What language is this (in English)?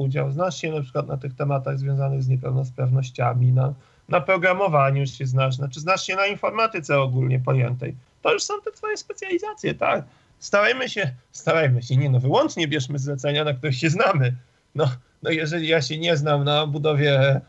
Polish